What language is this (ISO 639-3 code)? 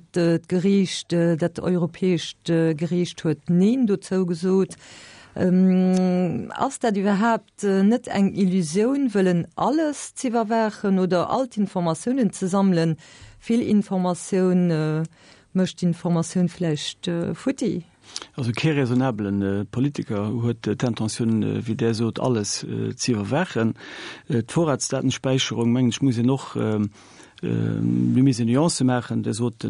ltz